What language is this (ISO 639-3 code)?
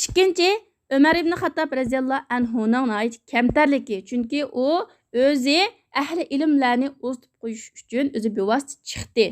uig